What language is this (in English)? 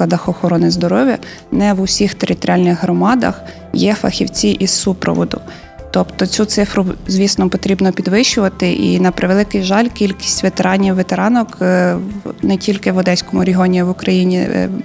Ukrainian